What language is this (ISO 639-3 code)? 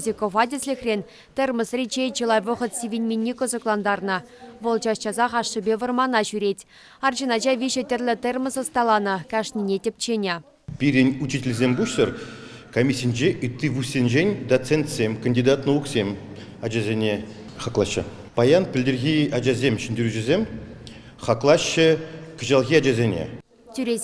chv